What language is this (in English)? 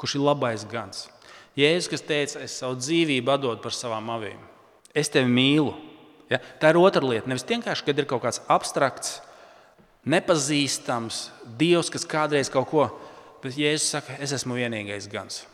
Latvian